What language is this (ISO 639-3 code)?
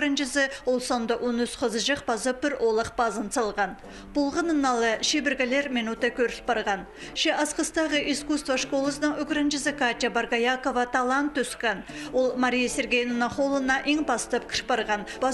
kjh